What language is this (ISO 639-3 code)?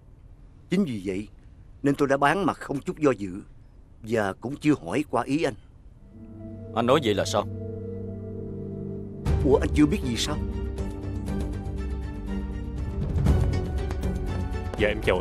vie